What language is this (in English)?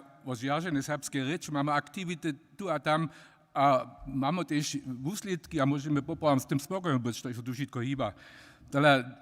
Upper Sorbian